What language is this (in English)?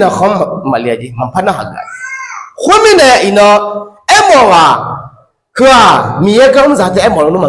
Akha